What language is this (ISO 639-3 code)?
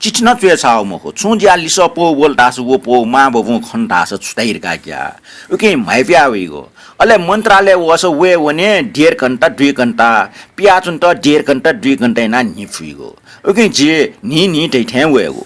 new